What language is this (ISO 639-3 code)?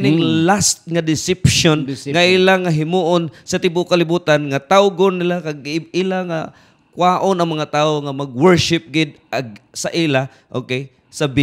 hil